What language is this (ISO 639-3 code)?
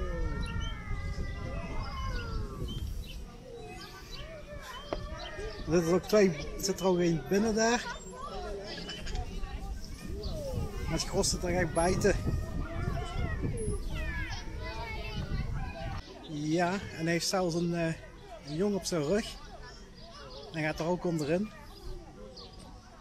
nld